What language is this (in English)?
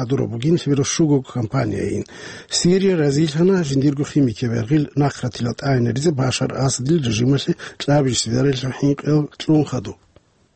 Avaric